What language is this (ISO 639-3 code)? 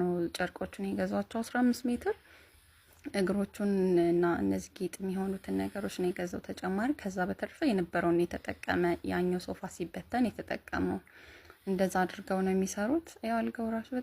amh